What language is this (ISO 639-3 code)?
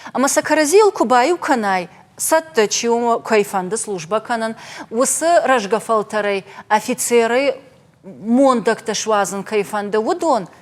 oss